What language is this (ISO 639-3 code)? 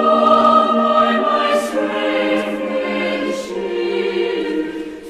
aym